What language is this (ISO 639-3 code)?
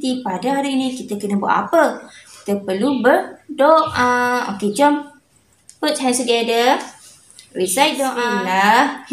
msa